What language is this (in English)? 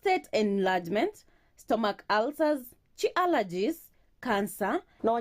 Gusii